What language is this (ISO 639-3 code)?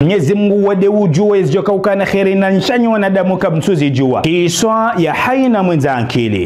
zdj